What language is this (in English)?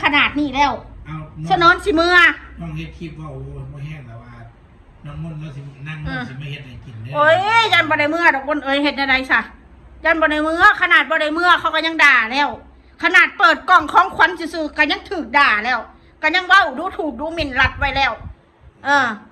Northeastern Thai